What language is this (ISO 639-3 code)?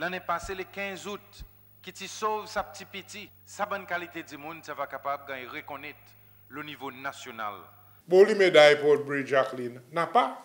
crs